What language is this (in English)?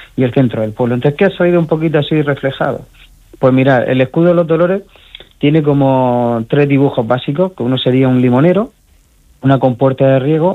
Spanish